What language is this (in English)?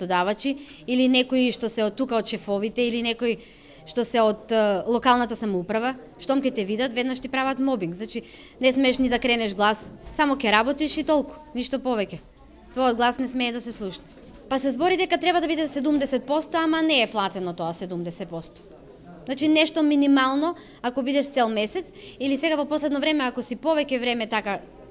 Macedonian